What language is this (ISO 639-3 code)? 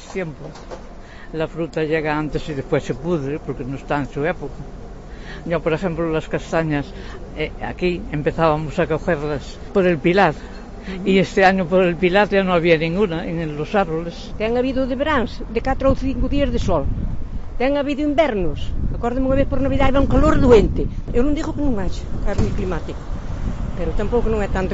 glg